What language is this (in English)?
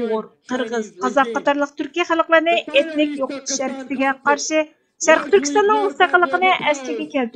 Uyghur